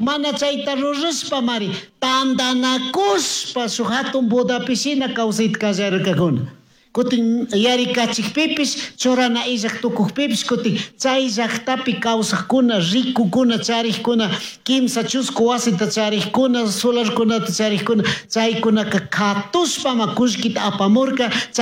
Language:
Chimborazo Highland Quichua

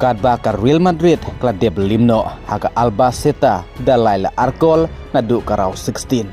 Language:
Khasi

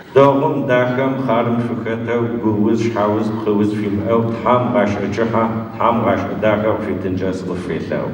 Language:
Adyghe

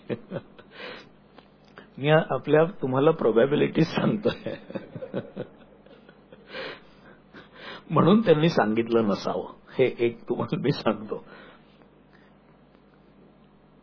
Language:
Marathi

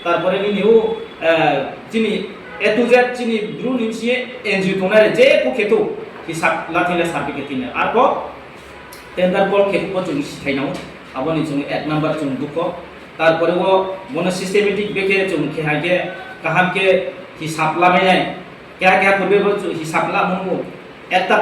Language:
Riang (India)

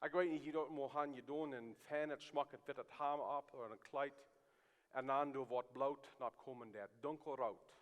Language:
Plautdietsch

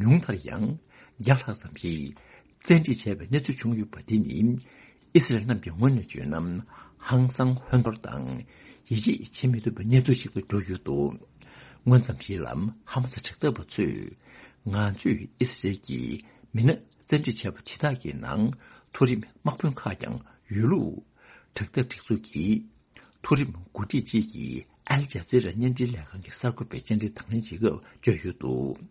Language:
Tibetan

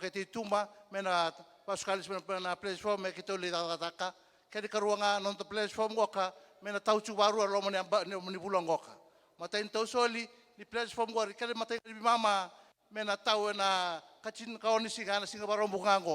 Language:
Fijian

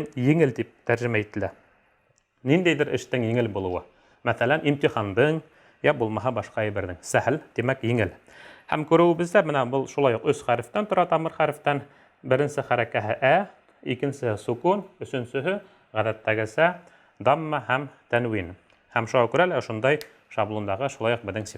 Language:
Bashkir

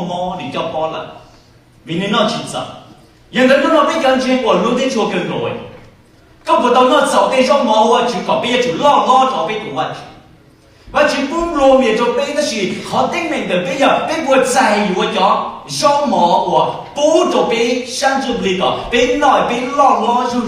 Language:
Hmong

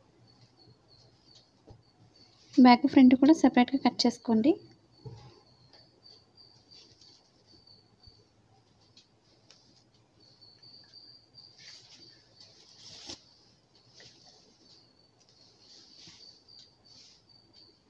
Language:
Telugu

